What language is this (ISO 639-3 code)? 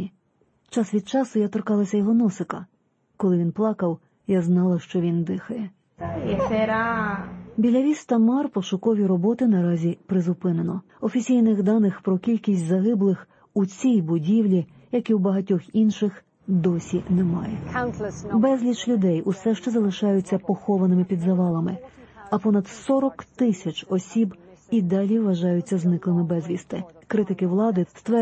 ukr